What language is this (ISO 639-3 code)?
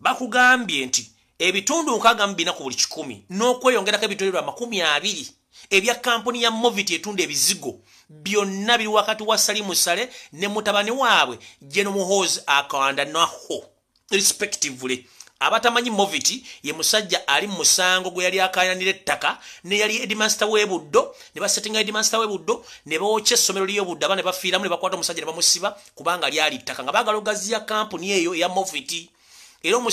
lug